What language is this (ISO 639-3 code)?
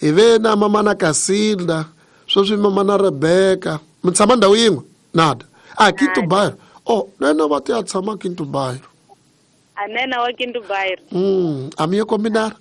tso